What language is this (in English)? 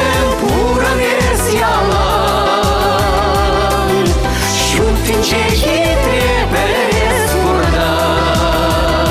Chuvash